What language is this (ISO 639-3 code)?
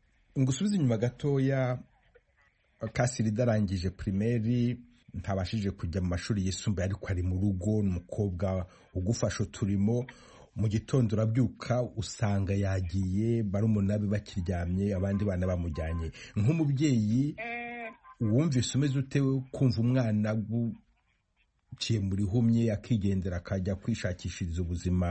kin